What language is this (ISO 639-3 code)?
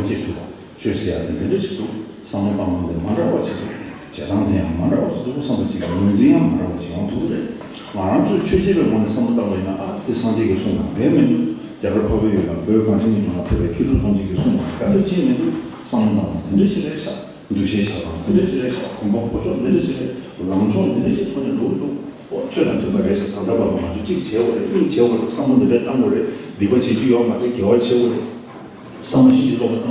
bod